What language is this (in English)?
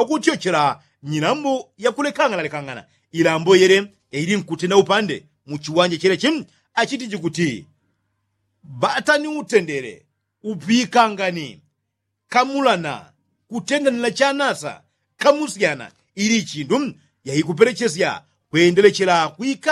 Yao